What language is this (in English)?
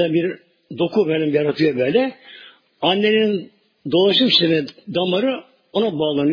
Turkish